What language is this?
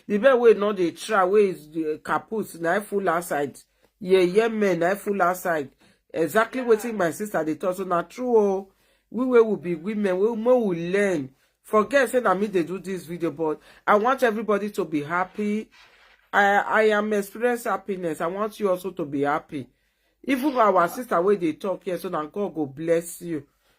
Nigerian Pidgin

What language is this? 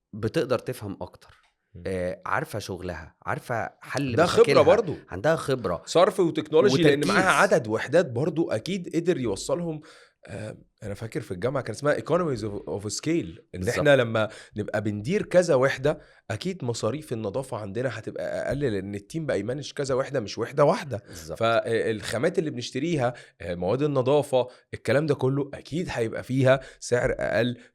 Egyptian Arabic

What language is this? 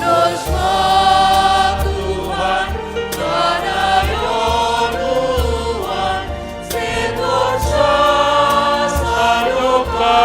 Batak Simalungun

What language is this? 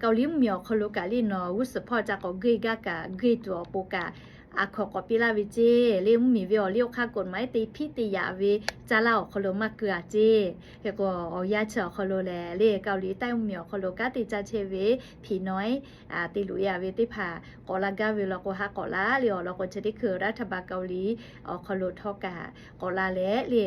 Lahu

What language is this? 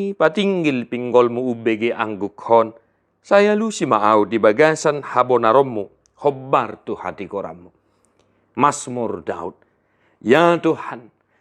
Batak Toba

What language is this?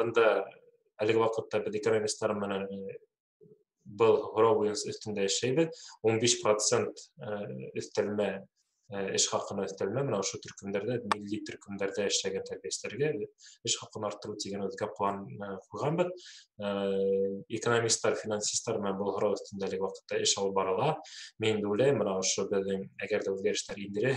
Bashkir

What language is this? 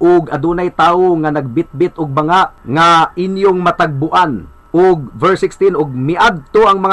Cebuano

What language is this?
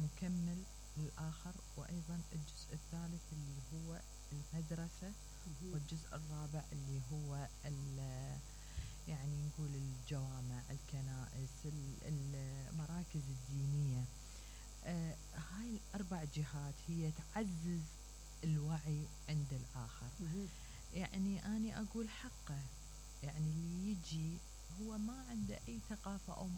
Mesopotamian Arabic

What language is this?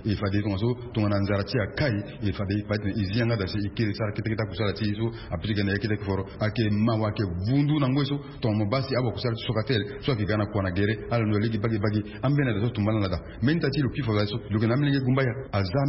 Sango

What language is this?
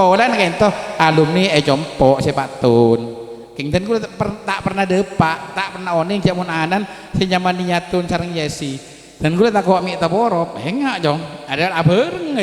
Madurese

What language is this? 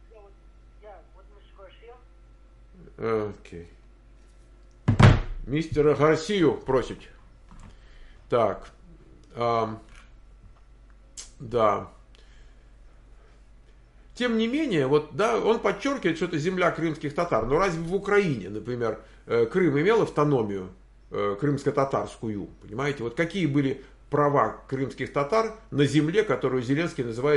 Russian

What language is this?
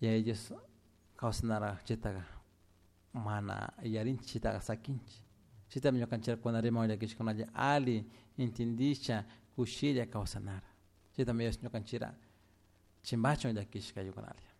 Chimborazo Highland Quichua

